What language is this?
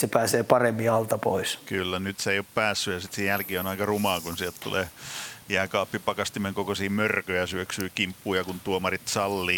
Finnish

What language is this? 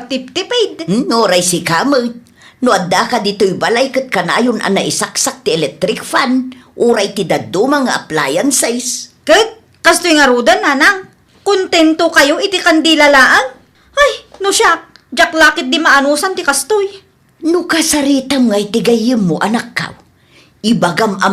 Iloko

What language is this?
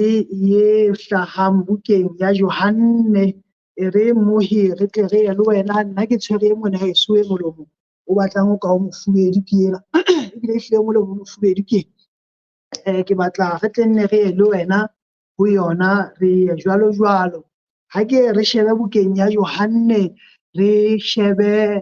Southern Sotho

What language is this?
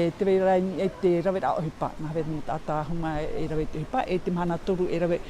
Tahitian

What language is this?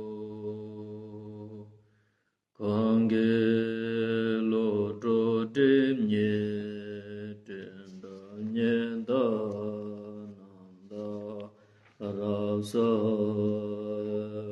Ladakhi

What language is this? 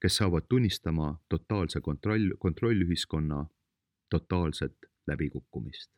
Estonian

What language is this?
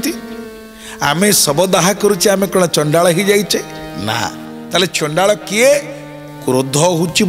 Odia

